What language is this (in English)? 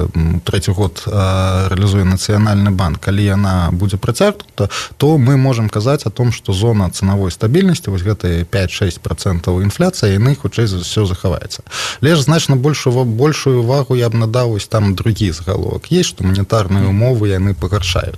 Belarusian